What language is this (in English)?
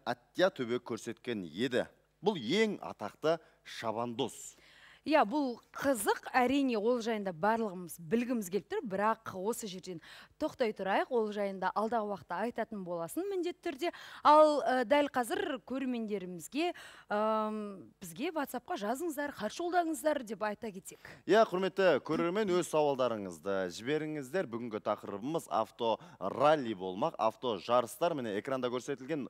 Kazakh